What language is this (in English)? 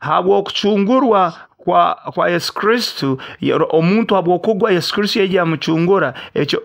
Nyoro